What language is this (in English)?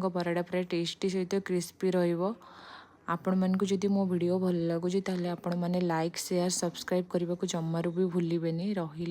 Odia